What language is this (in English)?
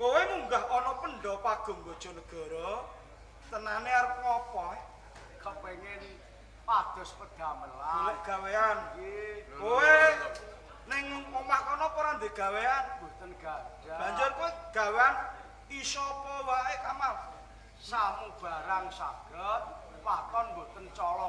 Javanese